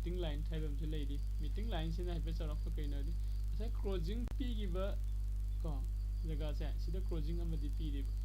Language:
Manipuri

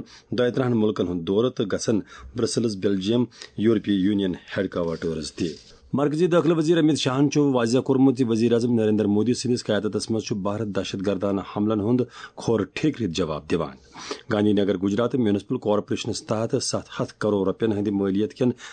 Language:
Kashmiri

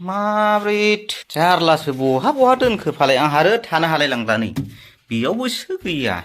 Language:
Bodo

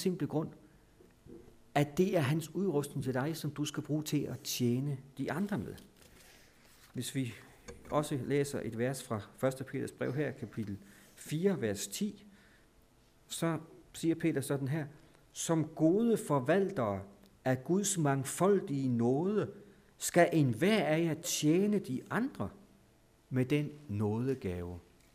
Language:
Danish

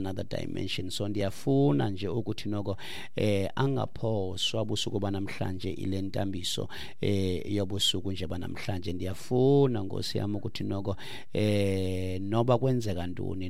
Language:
Xhosa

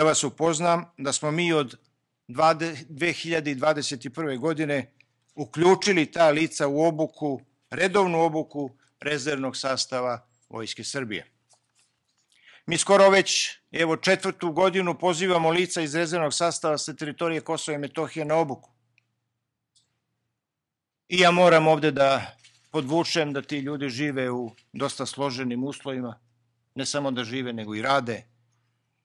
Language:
Serbian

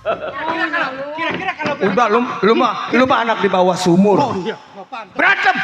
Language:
Betawi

